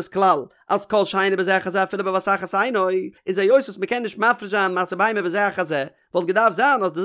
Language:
Yiddish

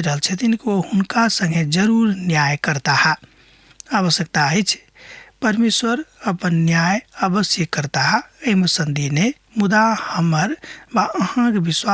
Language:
Maithili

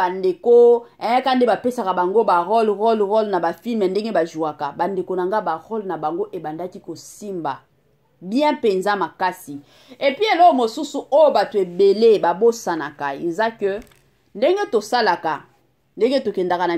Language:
Lingala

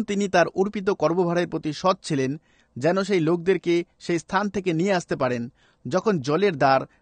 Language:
Bangla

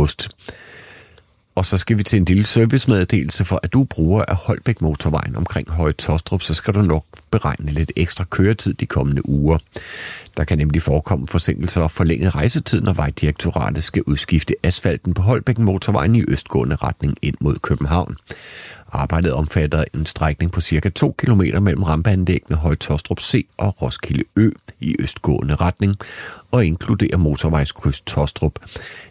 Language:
Danish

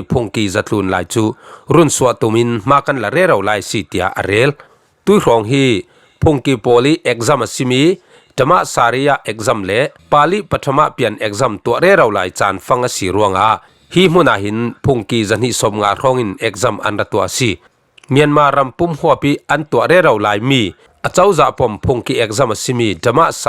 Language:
Falam Chin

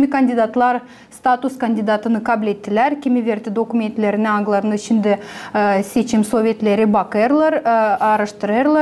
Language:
Gagauz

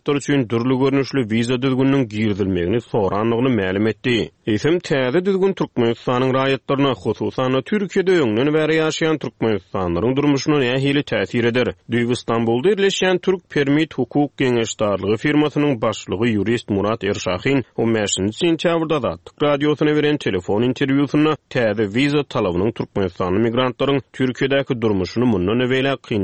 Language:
Turkmen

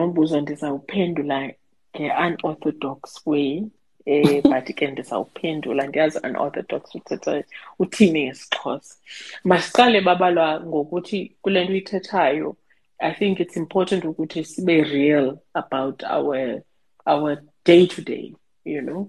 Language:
Xhosa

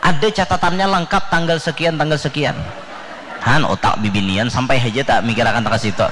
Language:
Banjar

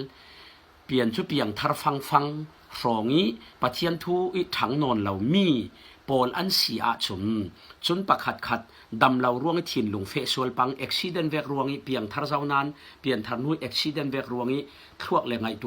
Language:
Falam Chin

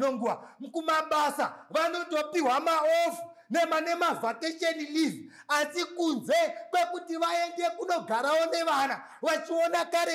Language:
Shona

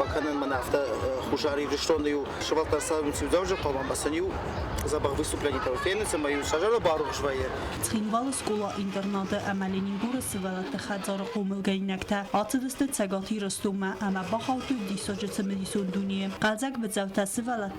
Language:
Ossetic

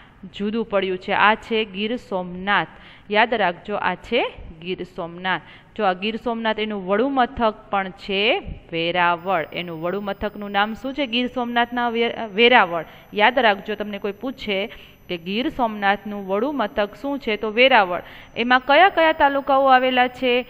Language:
Gujarati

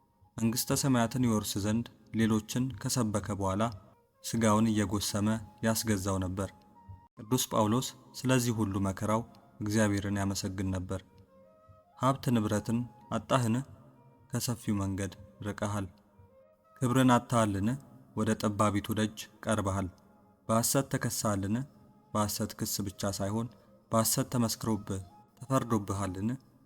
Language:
Amharic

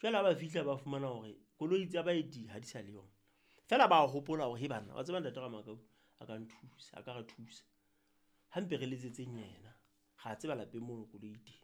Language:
Southern Sotho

